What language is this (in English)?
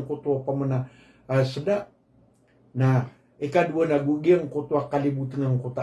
Maranao